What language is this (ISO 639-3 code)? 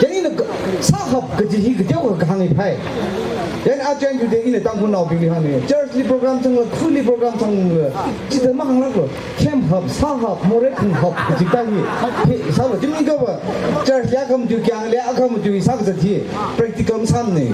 nmf